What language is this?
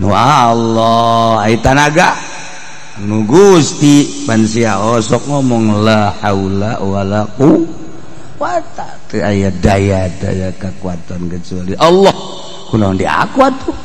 Sundanese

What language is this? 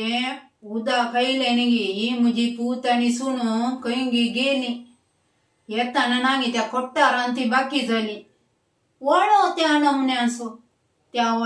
Konkani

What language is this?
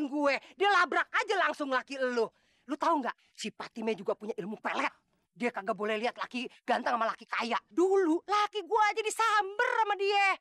Betawi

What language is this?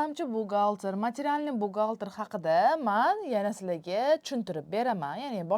Uzbek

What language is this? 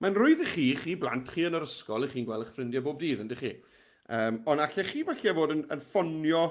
Welsh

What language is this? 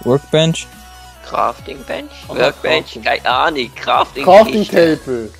Swiss German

